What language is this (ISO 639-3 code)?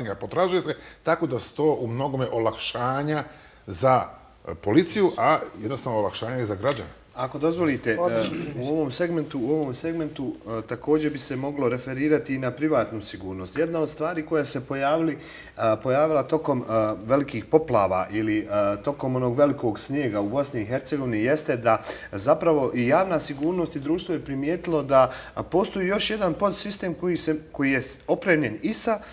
bos